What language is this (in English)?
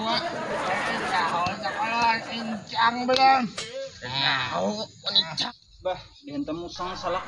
Banjar